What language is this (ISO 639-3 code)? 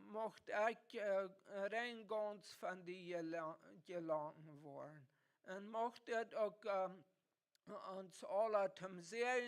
pdt